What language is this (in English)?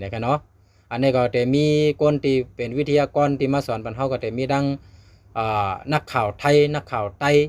Shan